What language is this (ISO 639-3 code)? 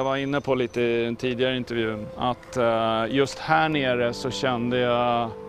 swe